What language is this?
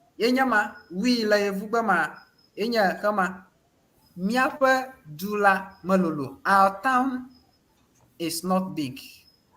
Ewe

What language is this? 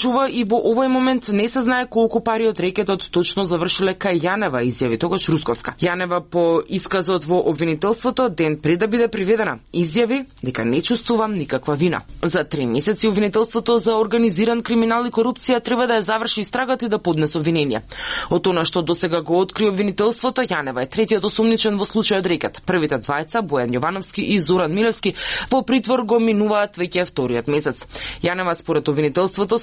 Macedonian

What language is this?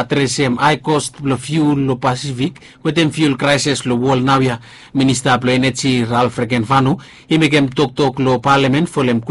Bislama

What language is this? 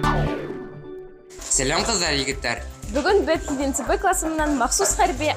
Bashkir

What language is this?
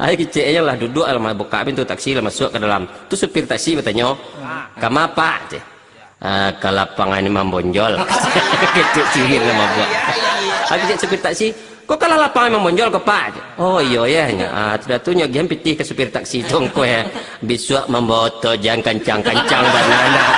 Minangkabau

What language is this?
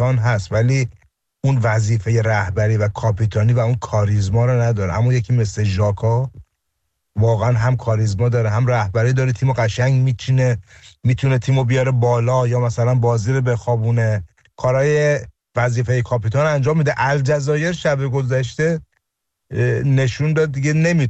Persian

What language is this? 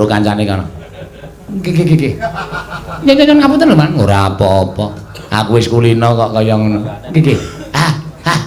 Javanese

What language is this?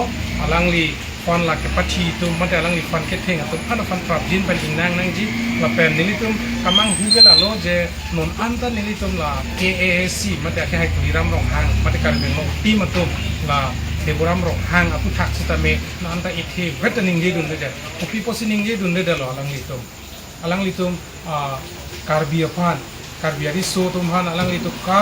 Karbi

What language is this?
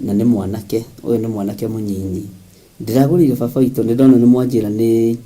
Kikuyu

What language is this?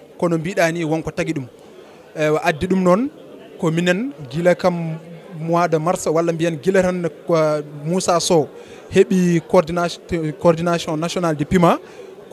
Fula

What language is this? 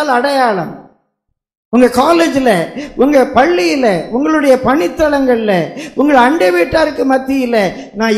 Tamil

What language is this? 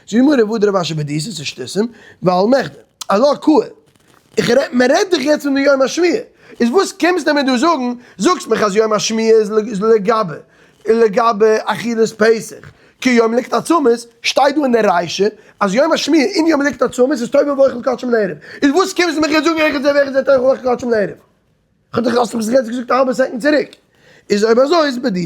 Yiddish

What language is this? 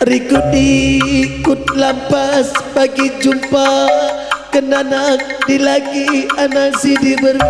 Batak Karo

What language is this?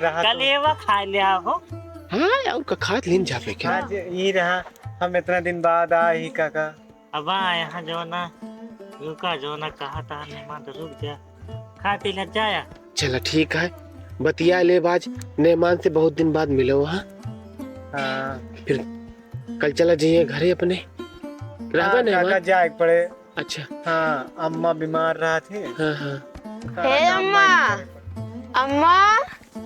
Awadhi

